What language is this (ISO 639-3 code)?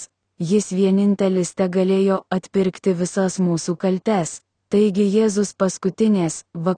lit